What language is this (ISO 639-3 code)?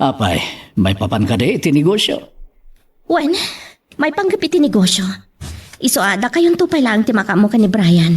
ilo